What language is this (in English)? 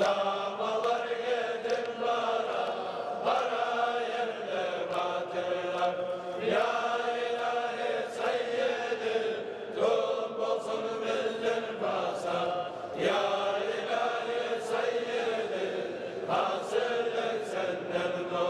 Kumyk